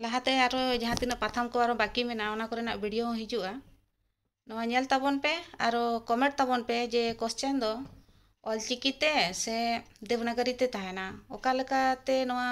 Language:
Santali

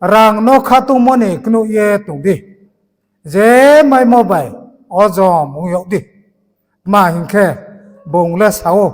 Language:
Riang (India)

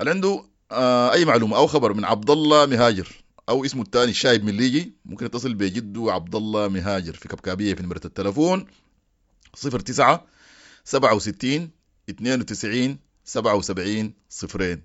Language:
Sudanese Arabic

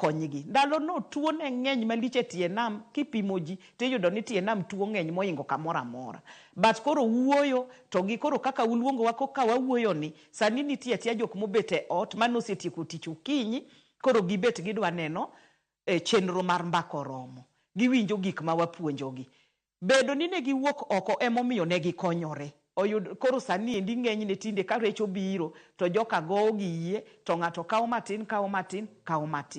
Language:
Luo (Kenya and Tanzania)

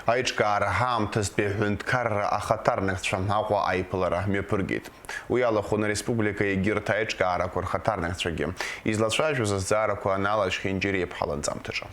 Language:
Abkhazian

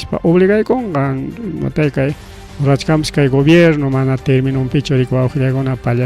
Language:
Ayacucho Quechua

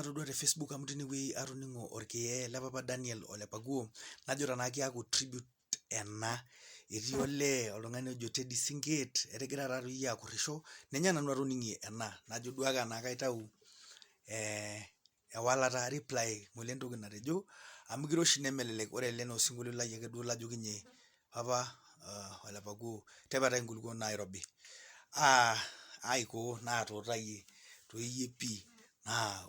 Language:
Masai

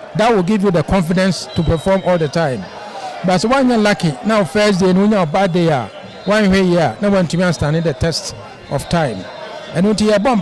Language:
Akan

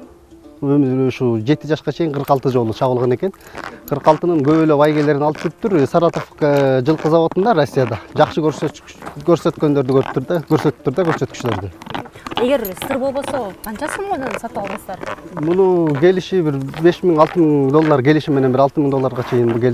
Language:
Kyrgyz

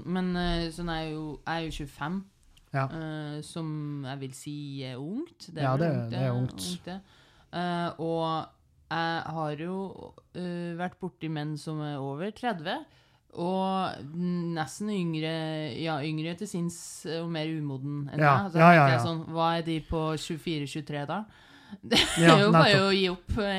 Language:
Norwegian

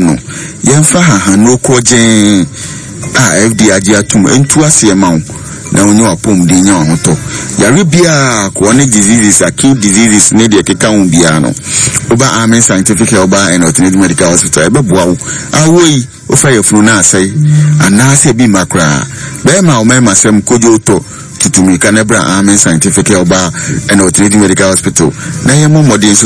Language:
Akan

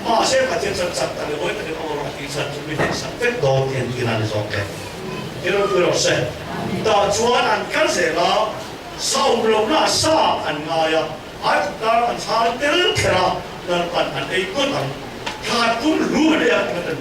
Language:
Mizo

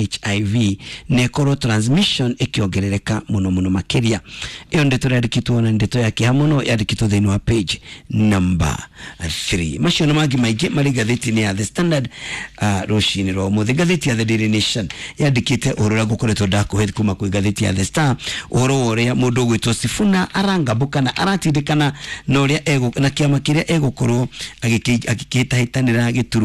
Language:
Kikuyu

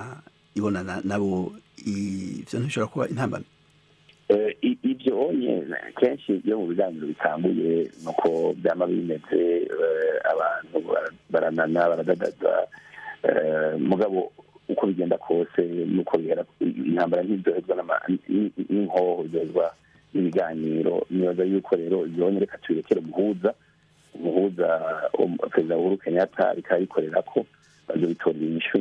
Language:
Rundi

